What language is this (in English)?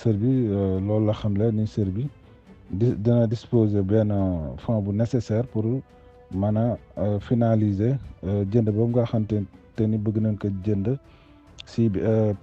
Wolof